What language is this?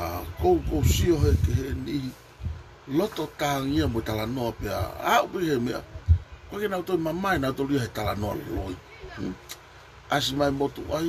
Tongan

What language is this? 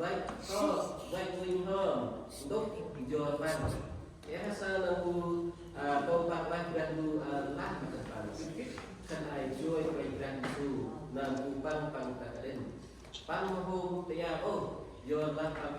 Central Mnong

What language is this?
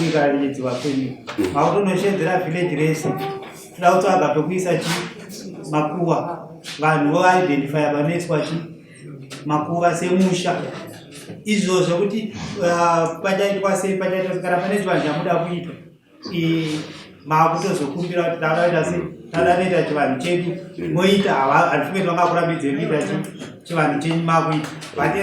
Shona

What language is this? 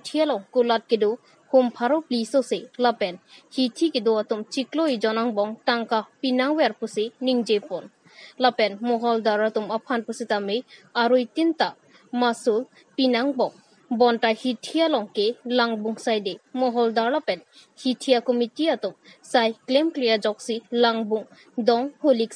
Karbi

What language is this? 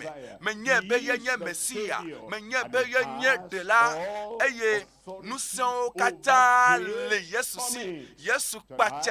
Ewe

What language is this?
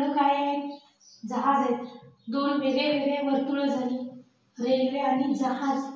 Marathi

